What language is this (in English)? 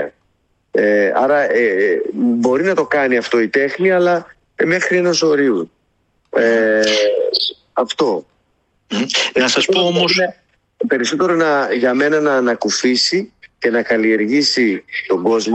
Greek